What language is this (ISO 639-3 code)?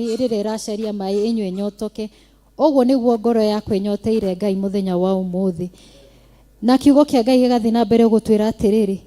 kik